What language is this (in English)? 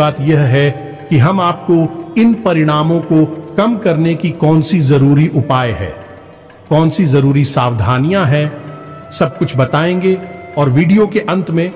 Hindi